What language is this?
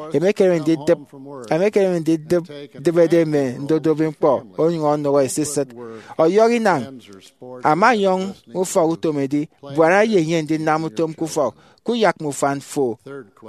Efik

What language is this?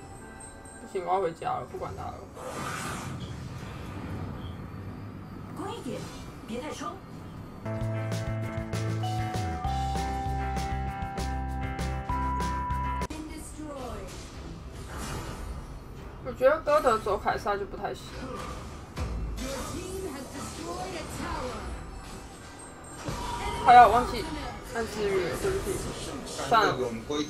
Chinese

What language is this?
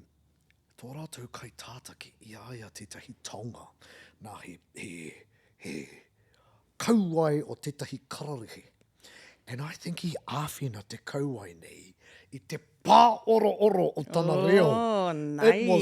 Māori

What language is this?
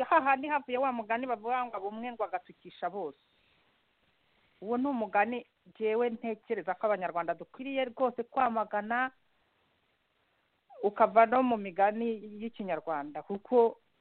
Kinyarwanda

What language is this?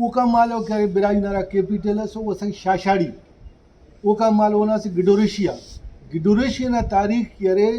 Brahui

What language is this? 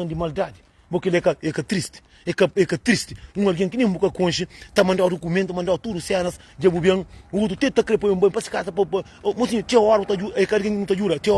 Kabuverdianu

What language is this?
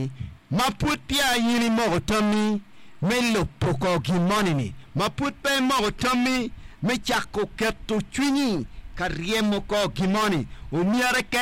Acoli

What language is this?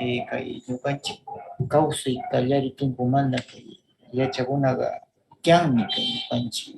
Northern Pastaza Quichua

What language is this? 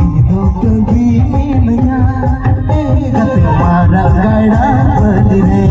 Santali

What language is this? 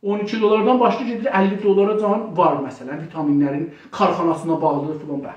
South Azerbaijani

